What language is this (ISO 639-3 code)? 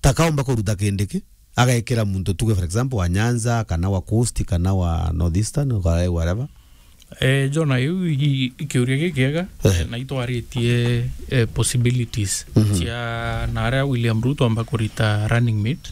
mer